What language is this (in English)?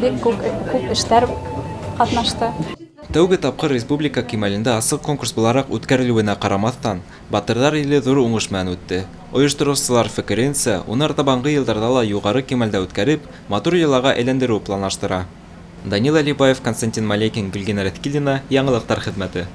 Bashkir